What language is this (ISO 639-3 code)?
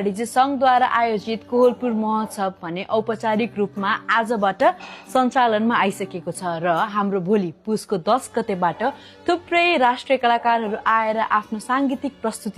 nep